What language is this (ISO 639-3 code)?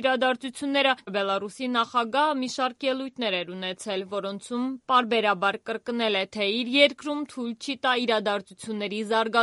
hye